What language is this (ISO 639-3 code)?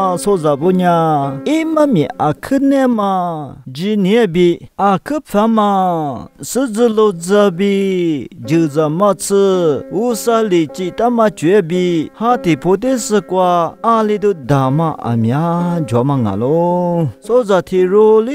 lis